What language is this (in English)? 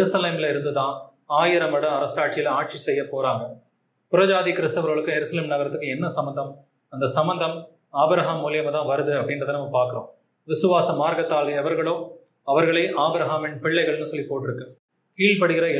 Tamil